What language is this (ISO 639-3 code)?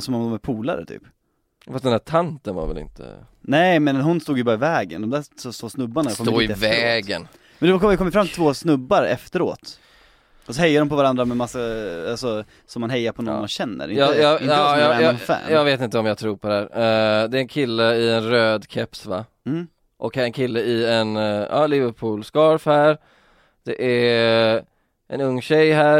swe